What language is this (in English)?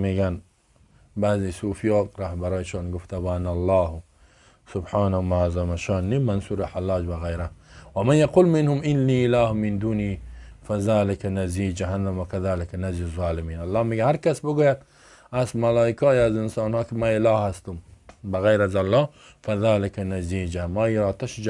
Persian